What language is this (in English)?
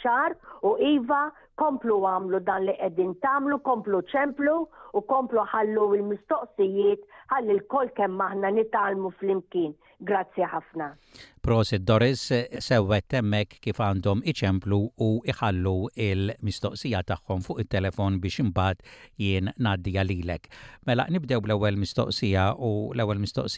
Maltese